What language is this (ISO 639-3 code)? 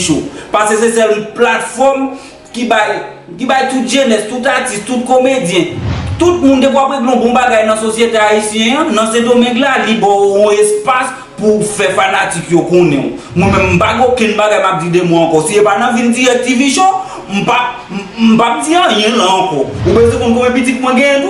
hat